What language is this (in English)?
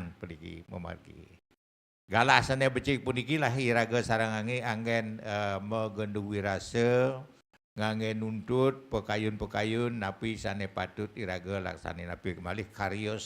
Balinese